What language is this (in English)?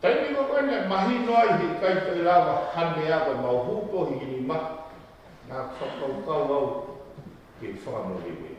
Tongan